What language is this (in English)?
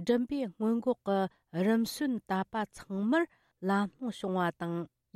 Tibetan